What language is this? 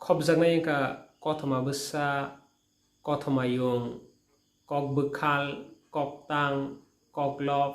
Kok Borok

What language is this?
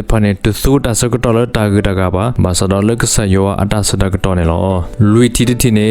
S'gaw Karen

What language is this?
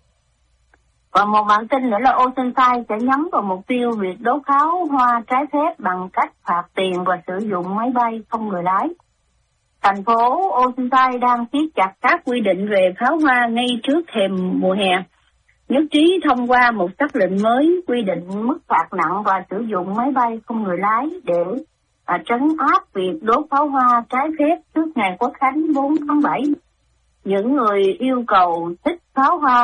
Vietnamese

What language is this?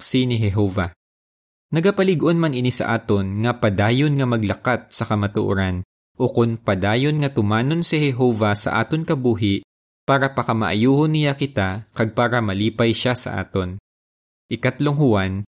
Hiligaynon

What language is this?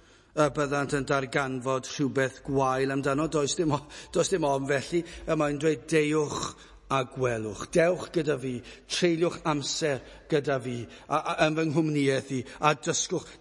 Welsh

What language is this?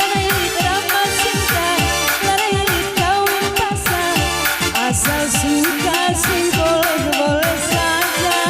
Batak Karo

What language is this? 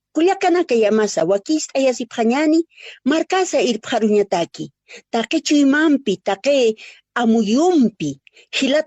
Aymara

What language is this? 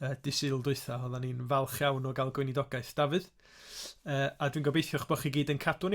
Welsh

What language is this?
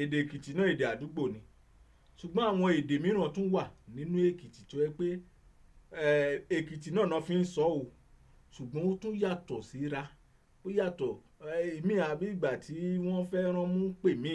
Yoruba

